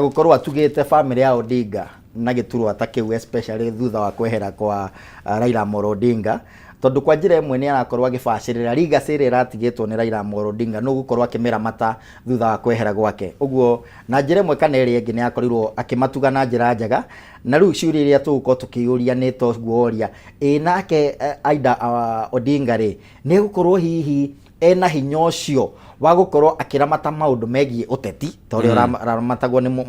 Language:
Kikuyu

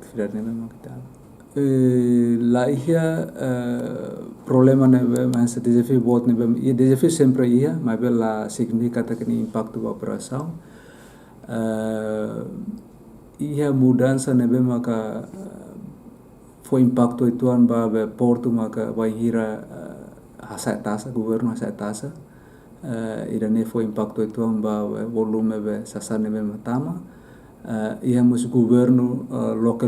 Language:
Tetum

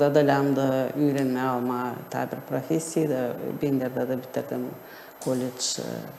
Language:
Gagauz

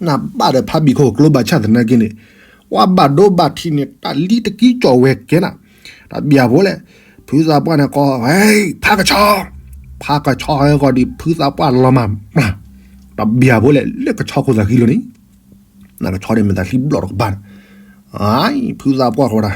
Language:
S'gaw Karen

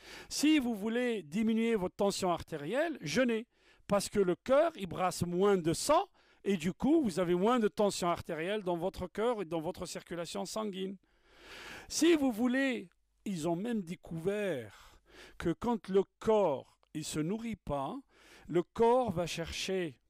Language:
French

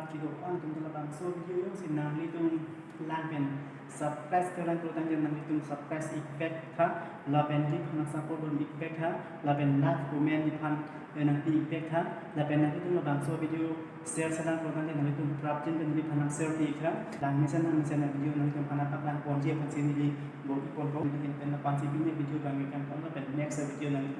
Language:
Karbi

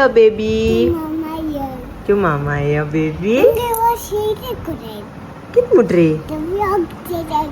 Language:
Konkani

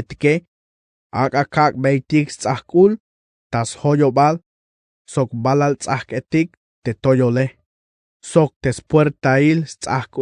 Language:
Tzeltal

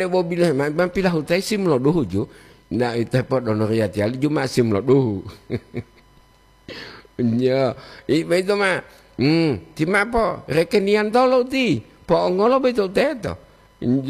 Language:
Gorontalo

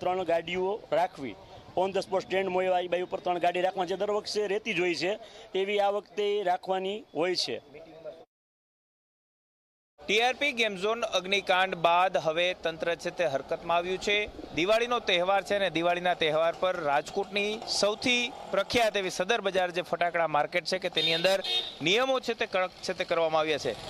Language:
Gujarati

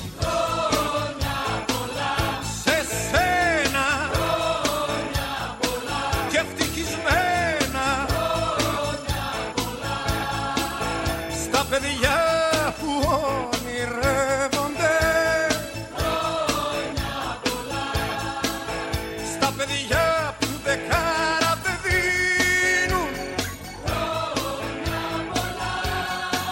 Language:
Greek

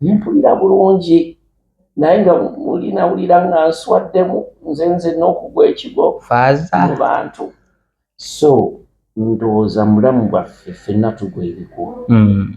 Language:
Ganda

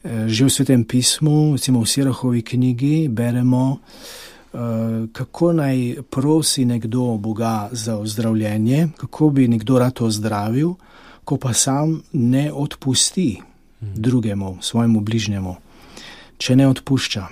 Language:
Slovenian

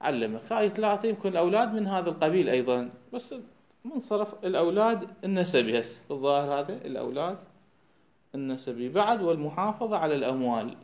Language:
Mesopotamian Arabic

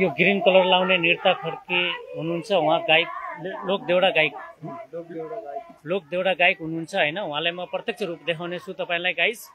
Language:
Nepali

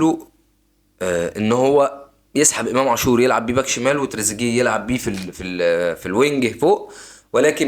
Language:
Egyptian Arabic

